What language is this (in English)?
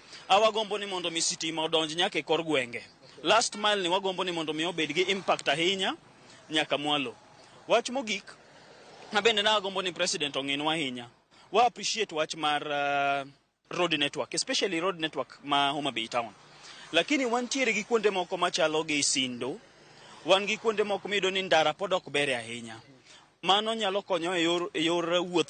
Luo (Kenya and Tanzania)